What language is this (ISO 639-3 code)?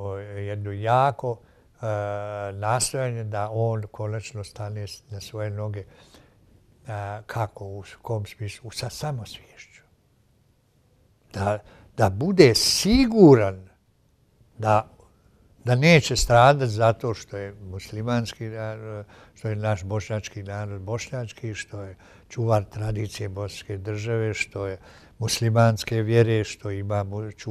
bos